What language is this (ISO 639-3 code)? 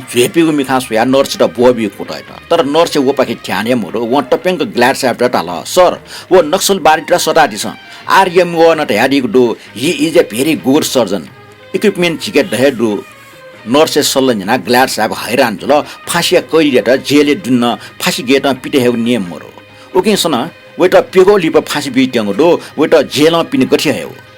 new